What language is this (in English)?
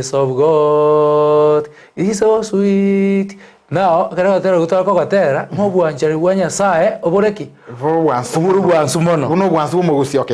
Gusii